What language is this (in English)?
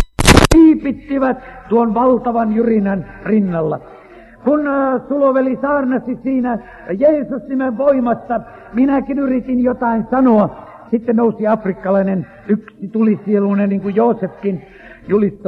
Finnish